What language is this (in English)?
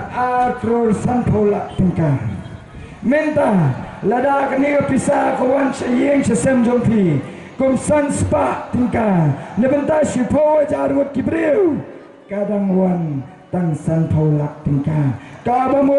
Khasi